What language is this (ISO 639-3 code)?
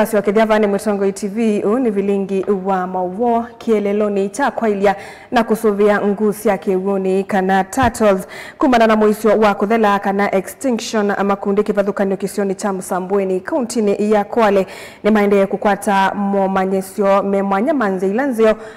kam